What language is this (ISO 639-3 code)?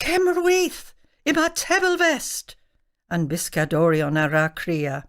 cor